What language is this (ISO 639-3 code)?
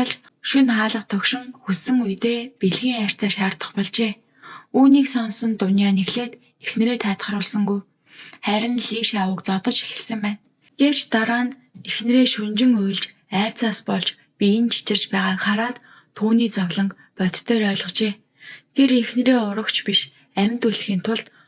mon